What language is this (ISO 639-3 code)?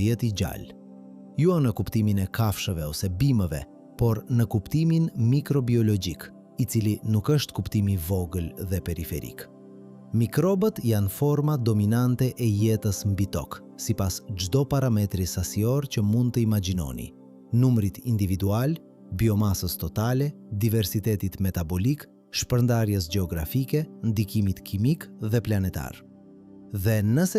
sqi